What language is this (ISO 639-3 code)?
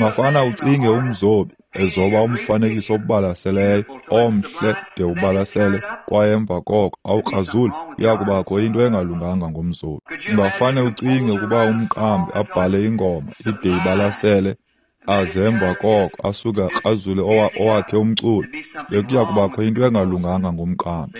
xho